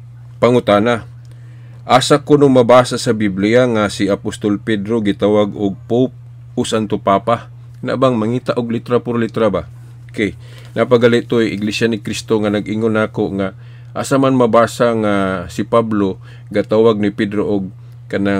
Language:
Cebuano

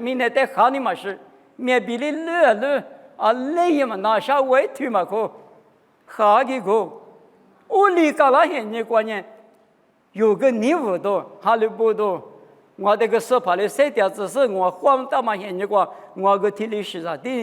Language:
Lisu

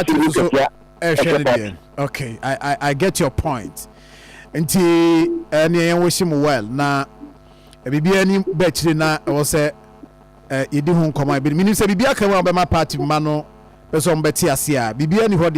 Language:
Akan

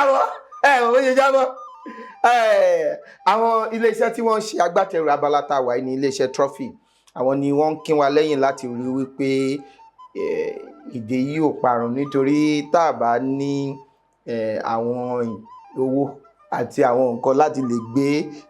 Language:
Yoruba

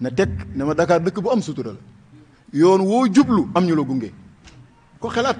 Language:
Wolof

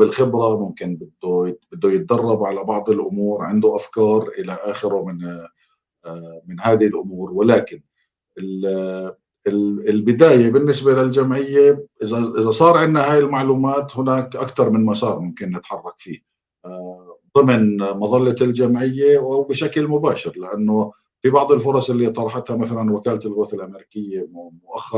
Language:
North Levantine Arabic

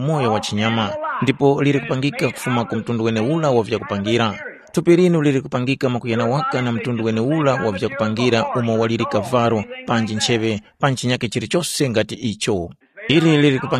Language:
Tumbuka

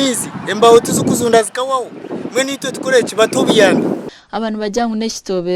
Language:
Nyankole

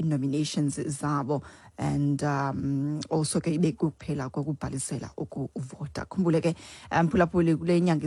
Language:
Xhosa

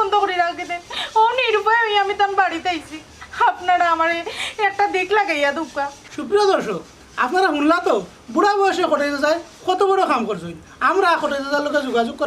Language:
Sylheti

